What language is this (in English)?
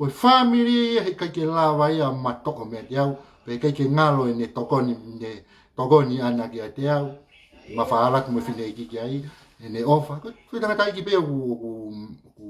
Tongan